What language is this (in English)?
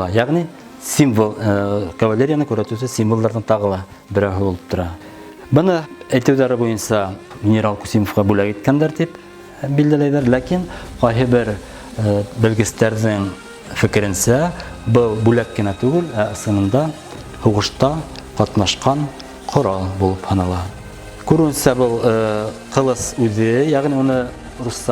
Bashkir